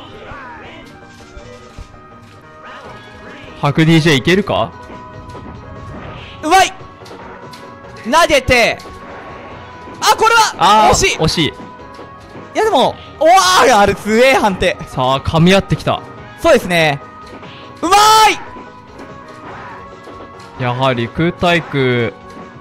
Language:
Japanese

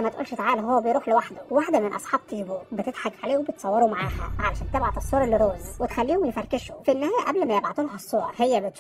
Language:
Egyptian Arabic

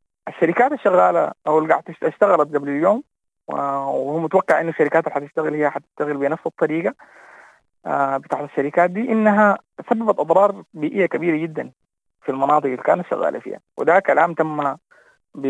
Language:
Sudanese Arabic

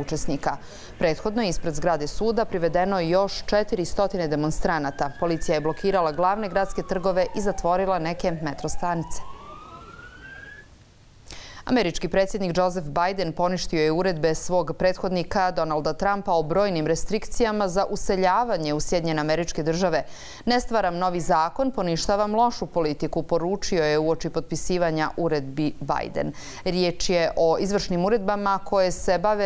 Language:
Bosnian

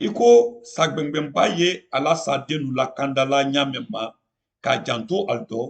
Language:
Mandingo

